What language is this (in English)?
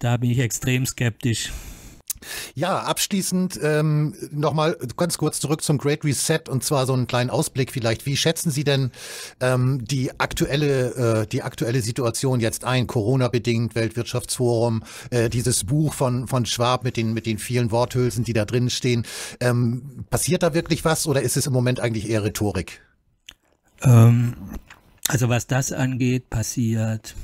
German